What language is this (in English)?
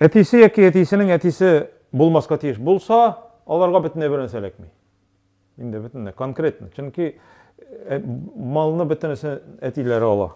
Tatar